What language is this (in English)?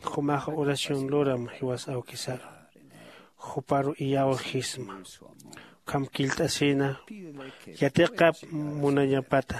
Aymara